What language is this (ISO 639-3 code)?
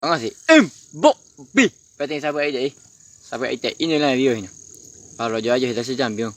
grn